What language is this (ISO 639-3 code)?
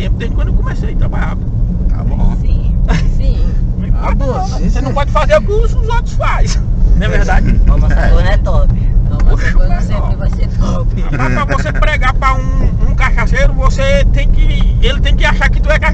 por